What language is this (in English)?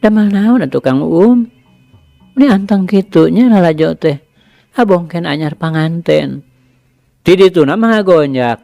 Sundanese